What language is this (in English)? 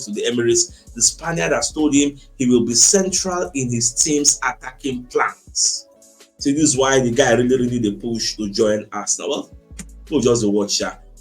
Nigerian Pidgin